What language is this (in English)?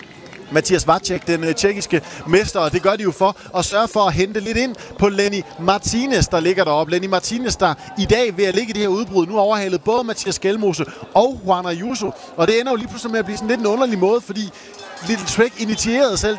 Danish